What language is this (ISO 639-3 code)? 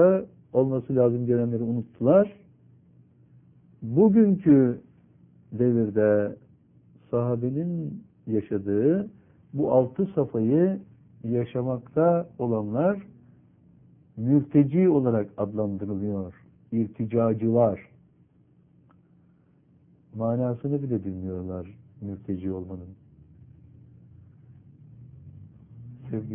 tur